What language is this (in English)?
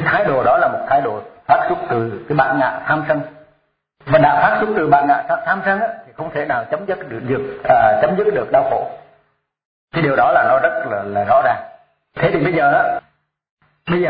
Vietnamese